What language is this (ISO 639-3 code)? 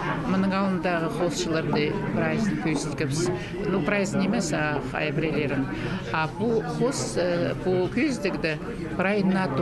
kjh